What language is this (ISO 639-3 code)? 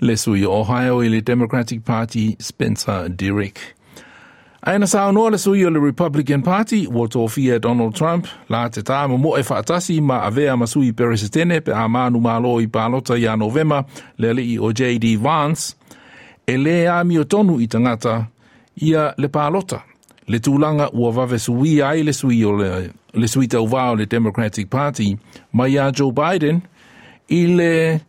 smo